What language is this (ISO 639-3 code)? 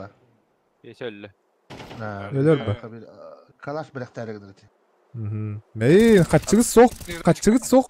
sah